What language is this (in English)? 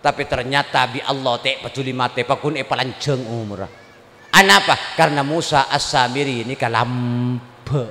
Madurese